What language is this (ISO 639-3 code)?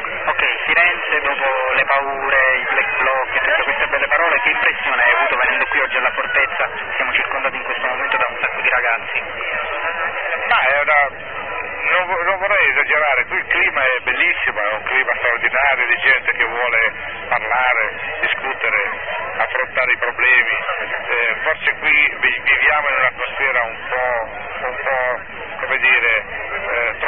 ita